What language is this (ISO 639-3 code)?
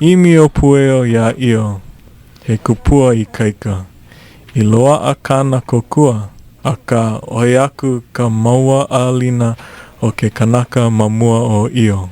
haw